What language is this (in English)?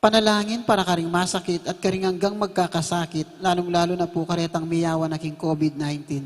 Pampanga